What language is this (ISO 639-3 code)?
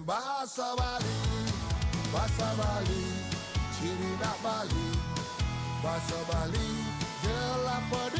ban